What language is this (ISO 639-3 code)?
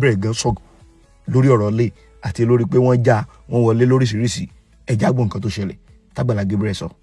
yor